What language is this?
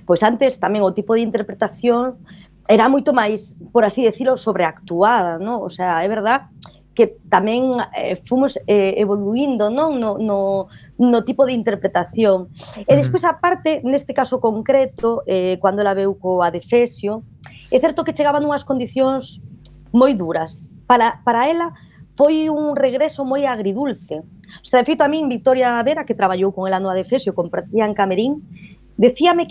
Galician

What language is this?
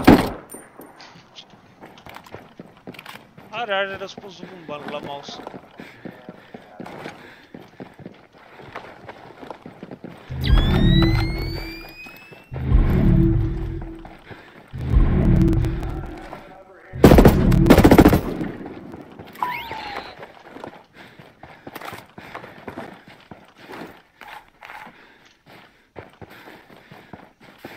Romanian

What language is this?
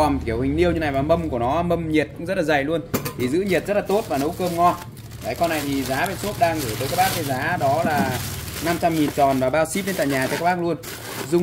Vietnamese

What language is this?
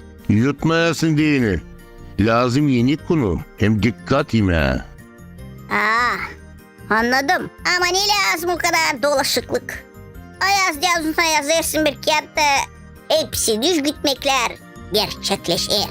Gagauz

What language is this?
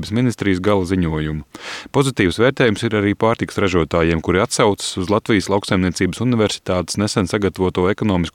Latvian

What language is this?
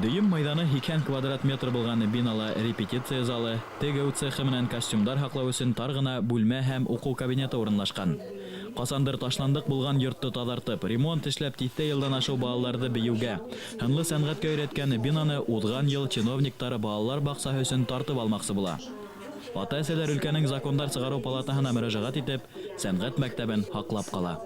Bashkir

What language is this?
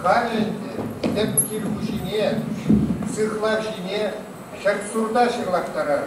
Chuvash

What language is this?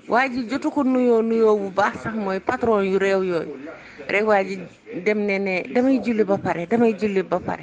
Wolof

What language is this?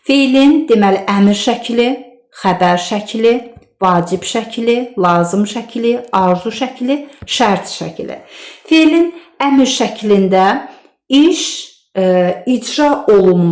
Azerbaijani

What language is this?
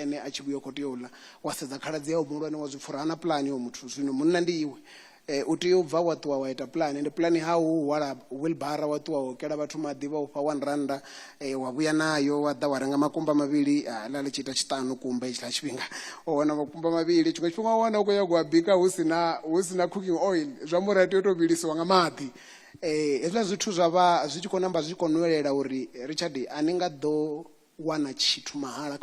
Venda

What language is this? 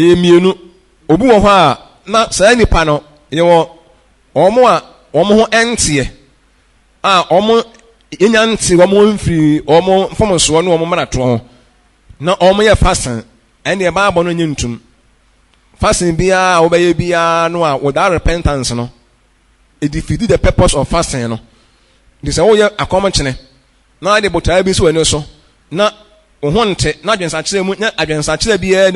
Akan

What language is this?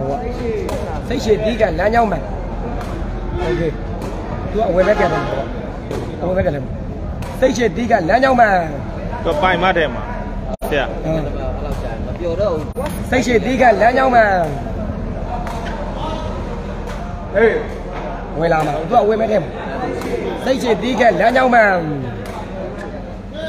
Burmese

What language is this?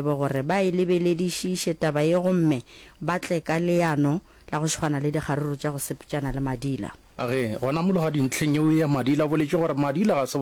Northern Sotho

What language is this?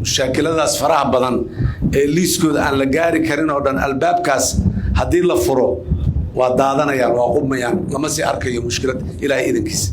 Somali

